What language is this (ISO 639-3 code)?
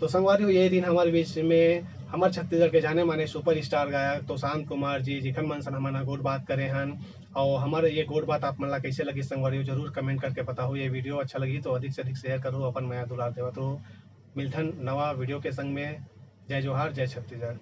hne